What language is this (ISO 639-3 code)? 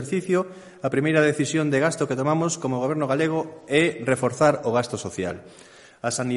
glg